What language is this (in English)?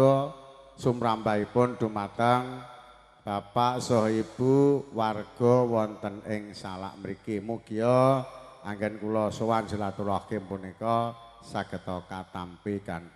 Javanese